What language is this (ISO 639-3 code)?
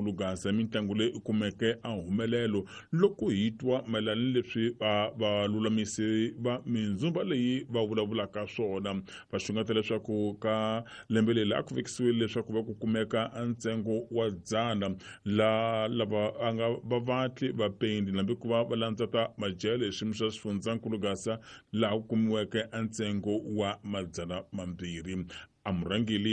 tso